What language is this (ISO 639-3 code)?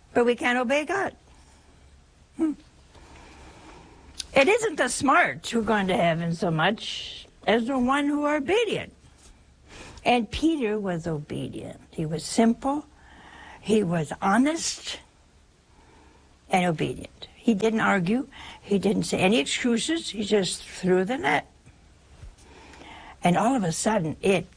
eng